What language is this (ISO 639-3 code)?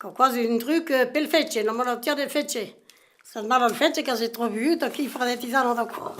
oci